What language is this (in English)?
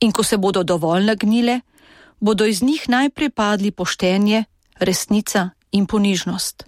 Slovenian